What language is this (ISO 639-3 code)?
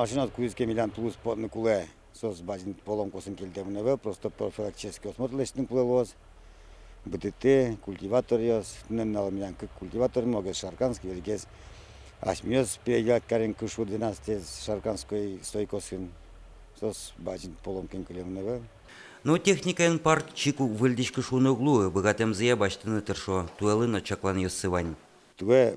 udm